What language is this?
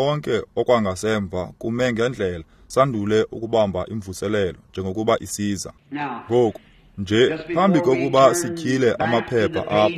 Xhosa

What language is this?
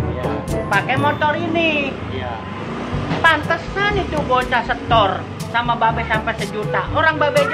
Betawi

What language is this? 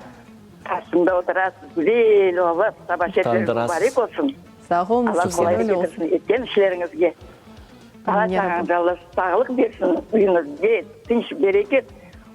Crimean Tatar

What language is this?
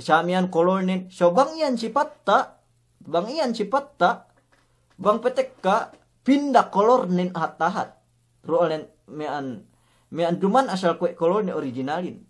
Yakan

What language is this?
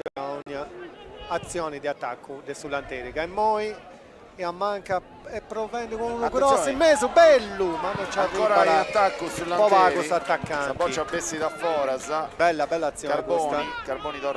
Sardinian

